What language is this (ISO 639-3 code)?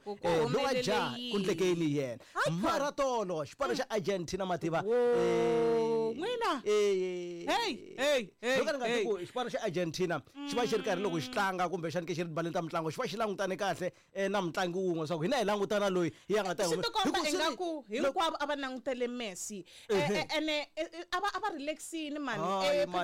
tso